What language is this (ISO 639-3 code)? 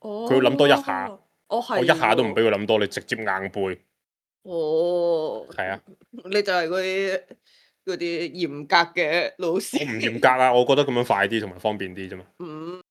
yue